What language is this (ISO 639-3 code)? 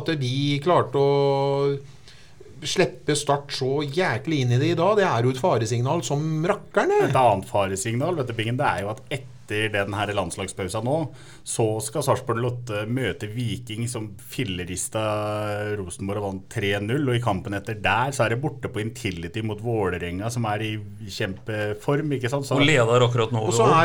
nor